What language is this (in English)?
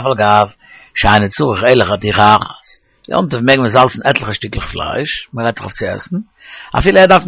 Yiddish